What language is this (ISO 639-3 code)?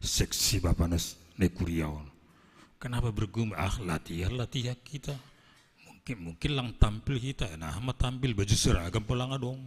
bts